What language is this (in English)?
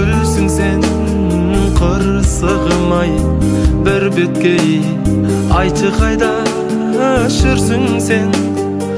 Kazakh